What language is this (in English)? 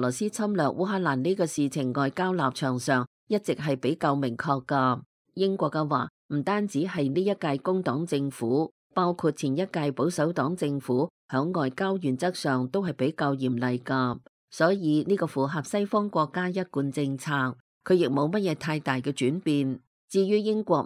Cantonese